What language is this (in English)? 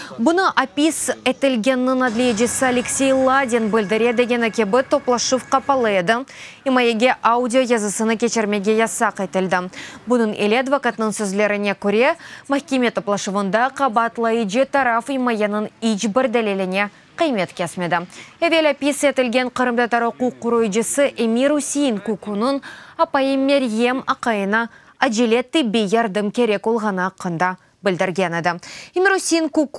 Crimean Tatar